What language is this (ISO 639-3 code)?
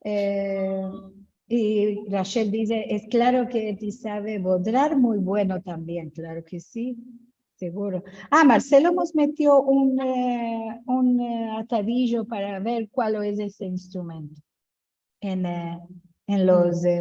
lad